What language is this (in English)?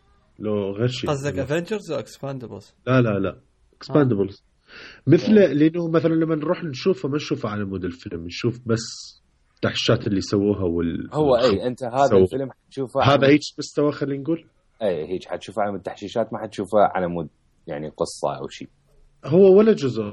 Mesopotamian Arabic